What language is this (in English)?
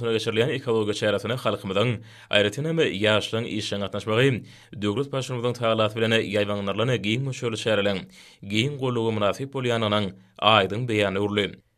Turkmen